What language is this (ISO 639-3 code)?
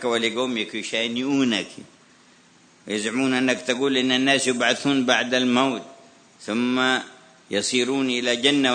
ara